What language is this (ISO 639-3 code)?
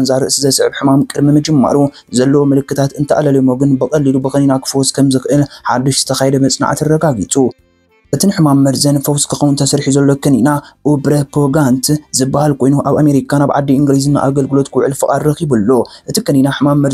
tir